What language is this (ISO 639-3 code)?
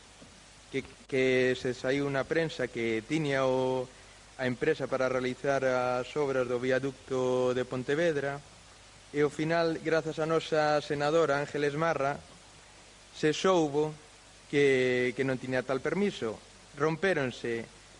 glg